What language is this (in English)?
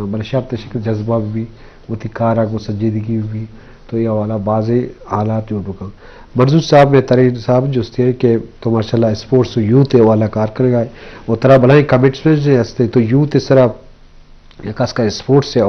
Baluchi